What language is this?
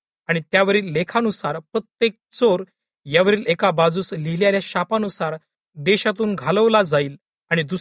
Marathi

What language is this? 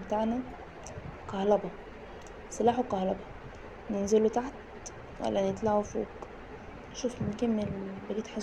Egyptian Arabic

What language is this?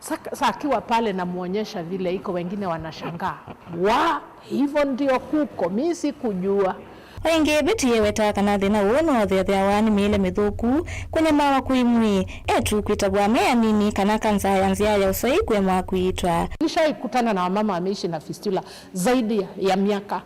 Kamba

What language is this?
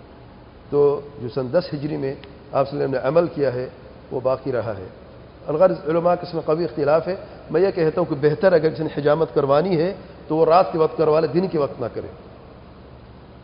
Urdu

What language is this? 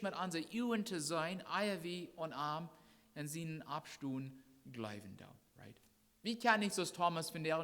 Plautdietsch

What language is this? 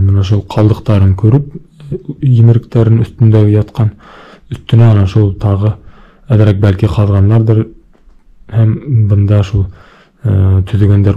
Bashkir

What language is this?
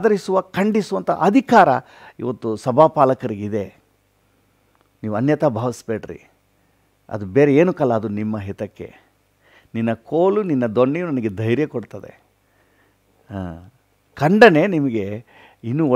Kannada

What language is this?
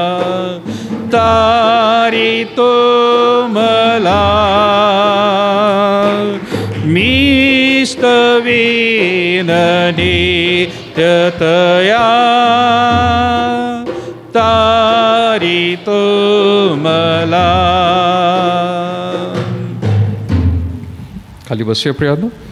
Marathi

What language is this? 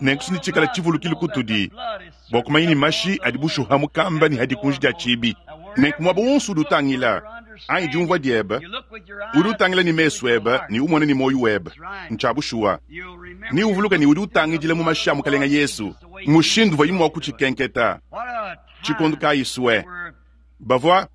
Luba-Lulua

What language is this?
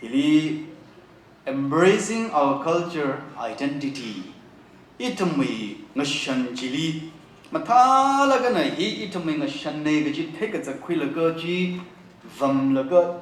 Tangkhul Naga (India)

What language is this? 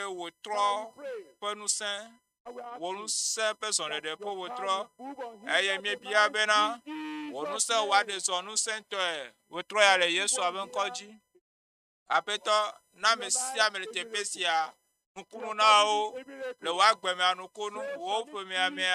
Ewe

